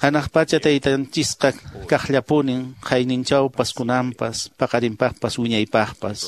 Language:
Quechua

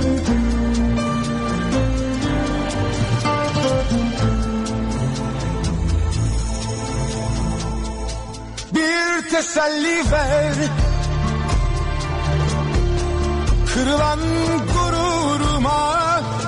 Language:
Turkish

